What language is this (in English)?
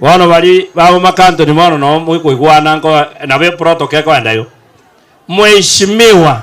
Gusii